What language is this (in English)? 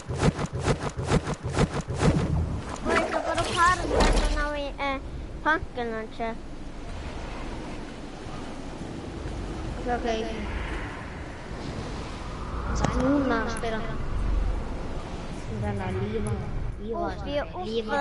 Icelandic